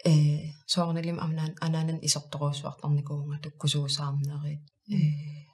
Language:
Kalaallisut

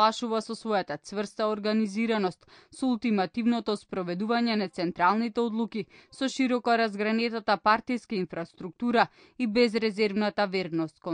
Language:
Macedonian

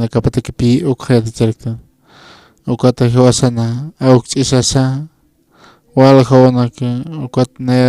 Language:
Aymara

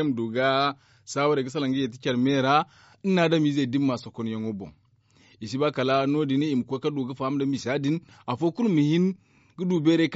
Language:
Zarma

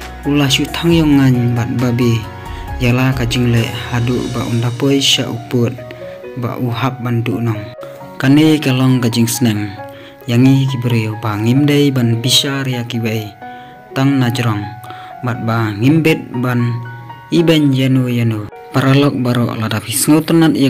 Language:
Khasi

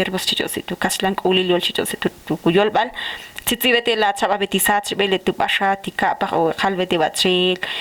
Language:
Ixil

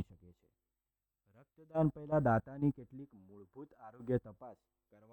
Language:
Gujarati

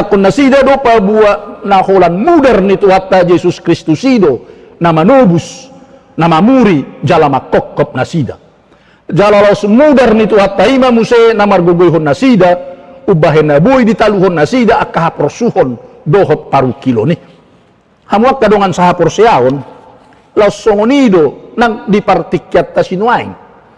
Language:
Batak Toba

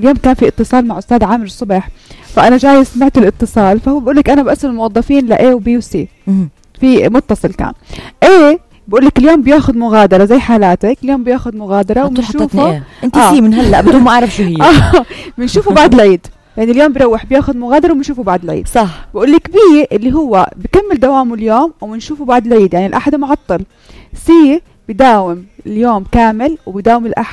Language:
North Levantine Arabic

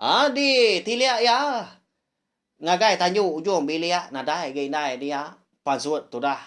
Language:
Iban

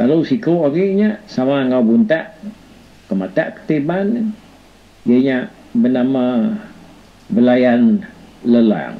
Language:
Iban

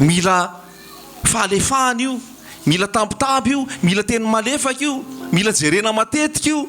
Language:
Malagasy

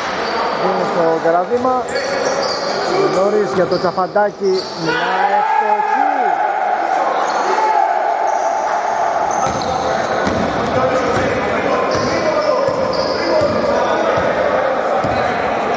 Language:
Greek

